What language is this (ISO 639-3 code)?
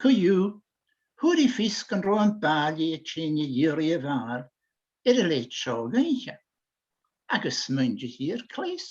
gla